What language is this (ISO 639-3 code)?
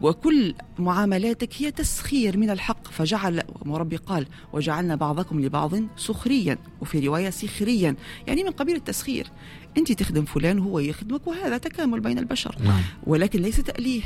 aeb